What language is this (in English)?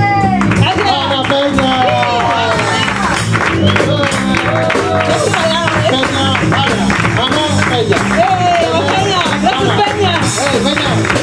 Catalan